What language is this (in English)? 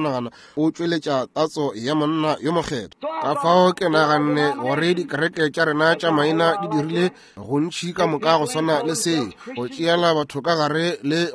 Northern Sotho